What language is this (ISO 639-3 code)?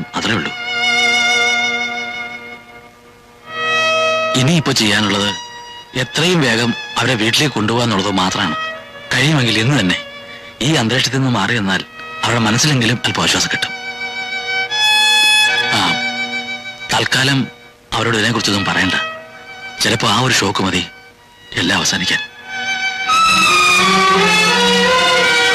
mal